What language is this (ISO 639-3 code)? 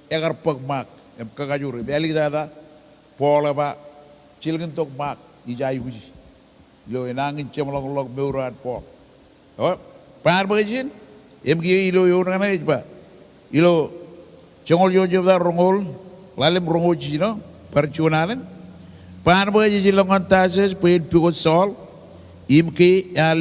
mah